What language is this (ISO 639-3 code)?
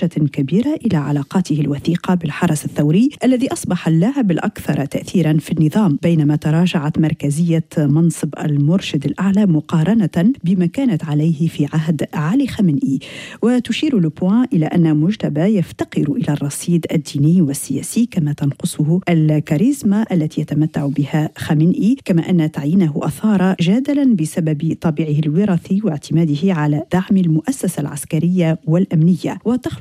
ara